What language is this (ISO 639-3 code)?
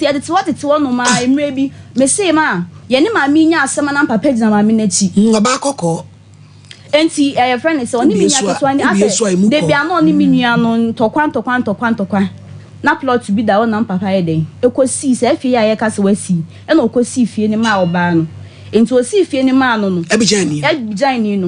aka